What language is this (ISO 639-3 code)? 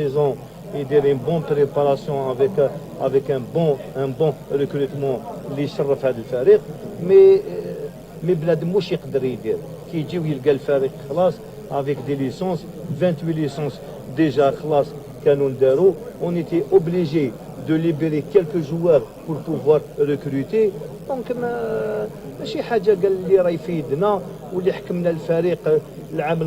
arq